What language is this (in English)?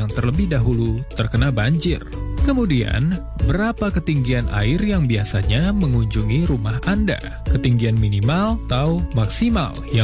Indonesian